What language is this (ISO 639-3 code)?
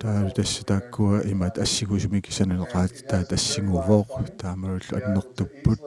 kal